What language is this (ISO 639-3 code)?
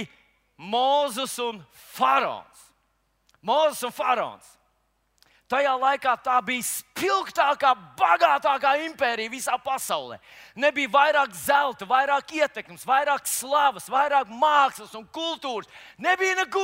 lav